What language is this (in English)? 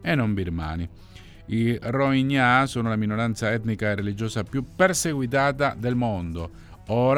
Italian